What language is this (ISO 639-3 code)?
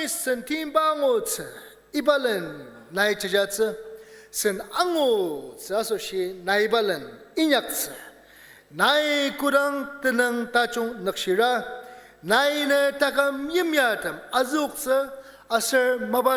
njo